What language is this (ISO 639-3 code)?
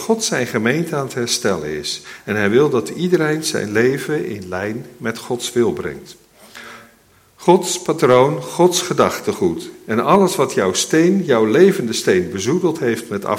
nld